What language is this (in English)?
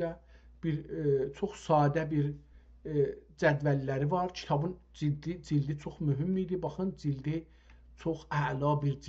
South Azerbaijani